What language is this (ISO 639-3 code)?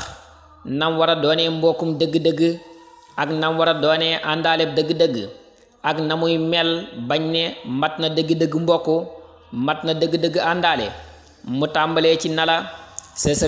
wol